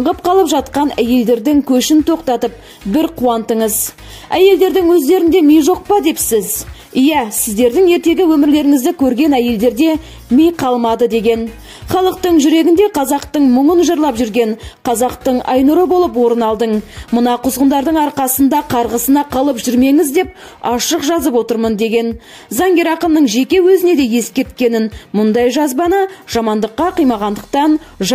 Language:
Kazakh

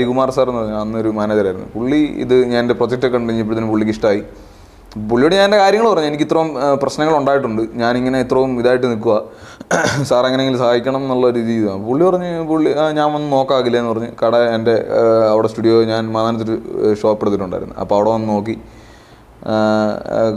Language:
Malayalam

